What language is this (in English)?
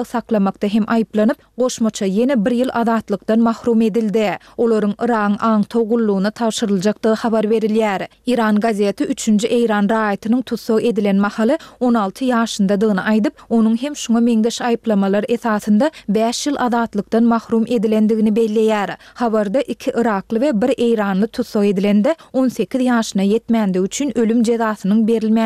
Turkmen